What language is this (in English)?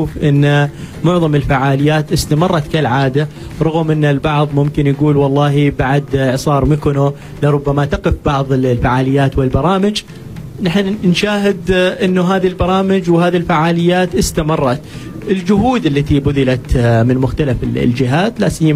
Arabic